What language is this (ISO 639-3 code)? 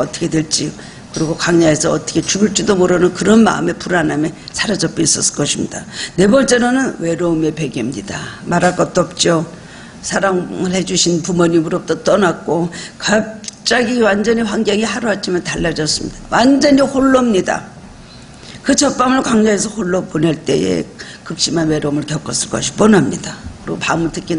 kor